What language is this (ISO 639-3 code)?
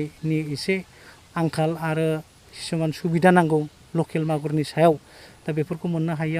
brx